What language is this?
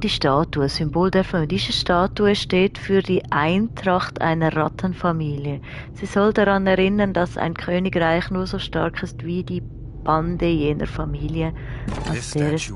Swiss German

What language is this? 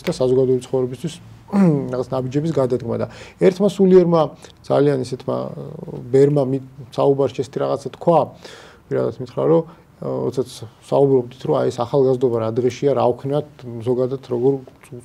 Georgian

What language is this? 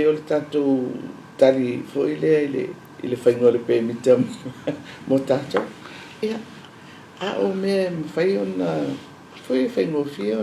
Samoan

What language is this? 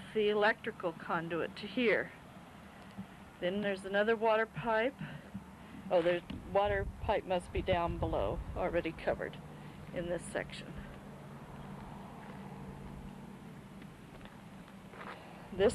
English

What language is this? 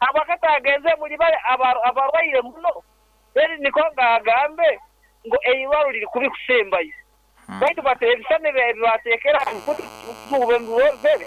Nyoro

